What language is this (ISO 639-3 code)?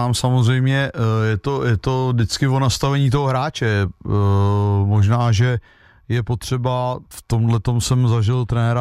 ces